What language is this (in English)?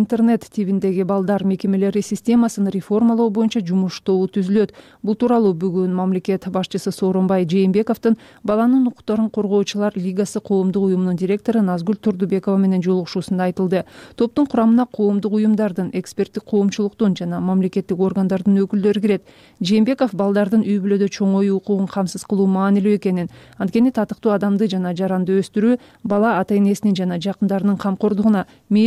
Kyrgyz